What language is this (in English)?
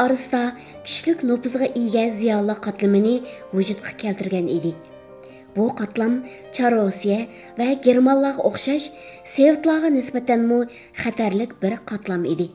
Uyghur